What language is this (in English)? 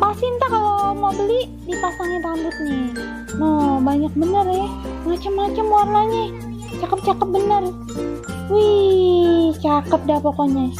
Betawi